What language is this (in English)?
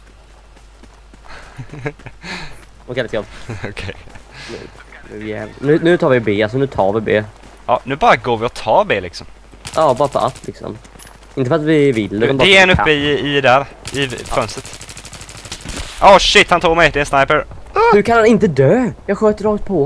Swedish